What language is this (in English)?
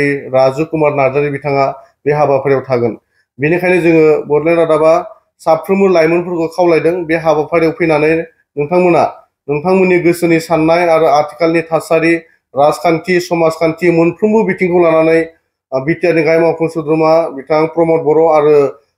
Bodo